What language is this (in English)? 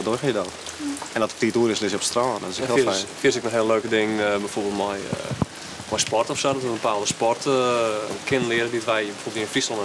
Western Frisian